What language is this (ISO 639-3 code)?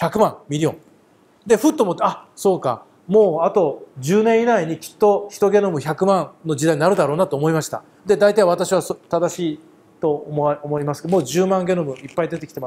jpn